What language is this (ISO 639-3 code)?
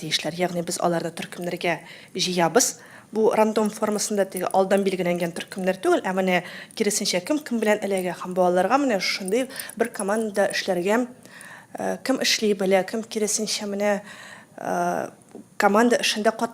tat